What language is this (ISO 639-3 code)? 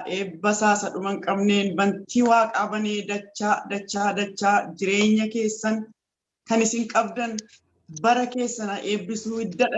orm